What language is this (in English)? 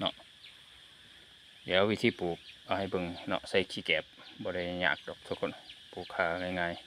Lao